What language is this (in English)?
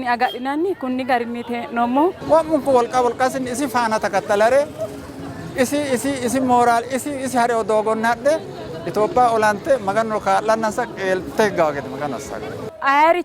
Sidamo